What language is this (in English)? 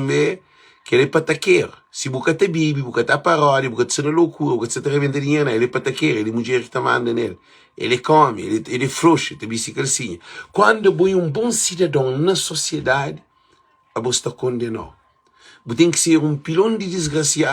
Kabuverdianu